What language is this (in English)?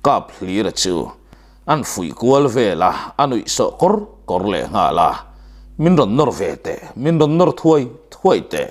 Mizo